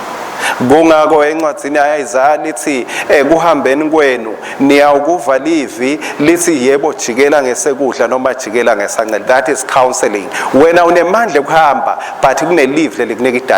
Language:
Swati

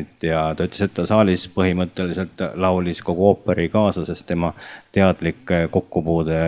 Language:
Estonian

